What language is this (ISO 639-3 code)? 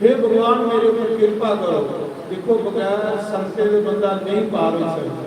doi